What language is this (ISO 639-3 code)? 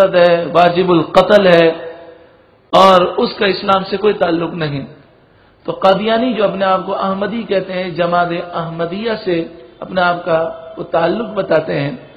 urd